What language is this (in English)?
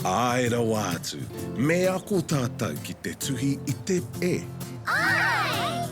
Māori